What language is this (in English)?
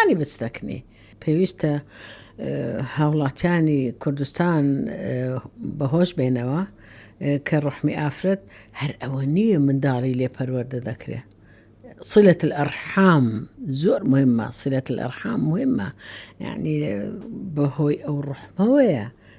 Central Kurdish